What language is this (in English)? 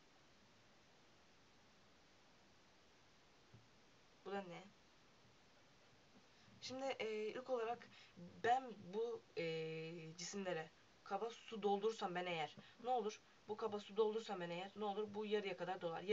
Turkish